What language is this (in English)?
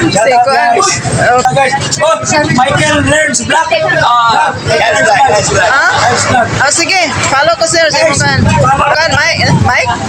Cebuano